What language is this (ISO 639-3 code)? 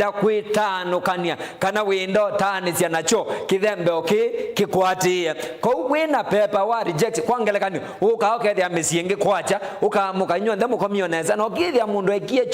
kam